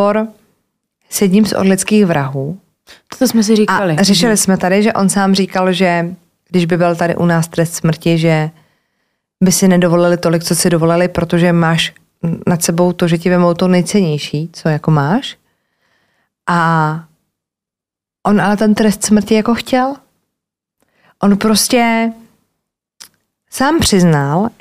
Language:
Czech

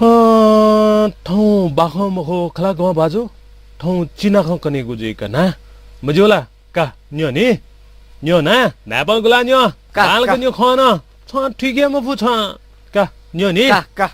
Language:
Newari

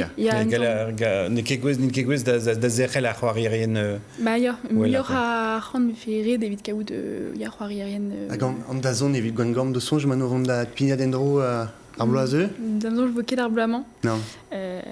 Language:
Breton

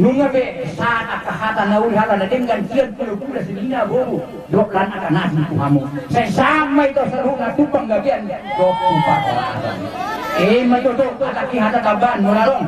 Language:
Batak Karo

